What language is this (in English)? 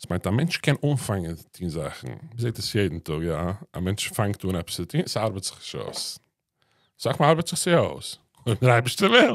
Yiddish